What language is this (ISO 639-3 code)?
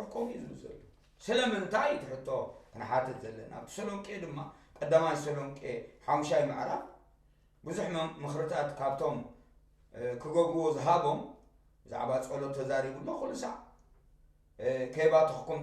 tir